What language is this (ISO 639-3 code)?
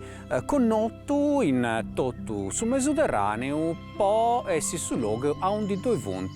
srd